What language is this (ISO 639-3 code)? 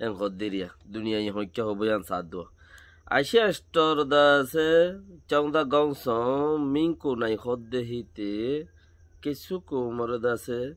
rhg